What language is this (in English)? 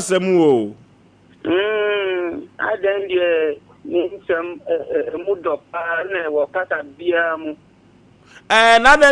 Akan